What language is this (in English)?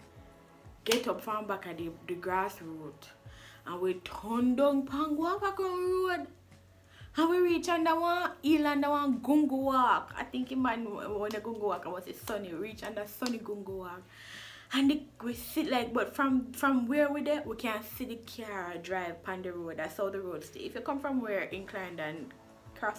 Jamaican Creole English